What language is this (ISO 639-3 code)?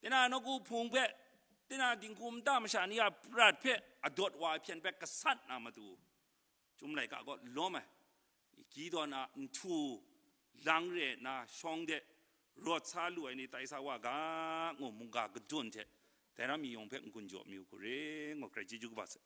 kac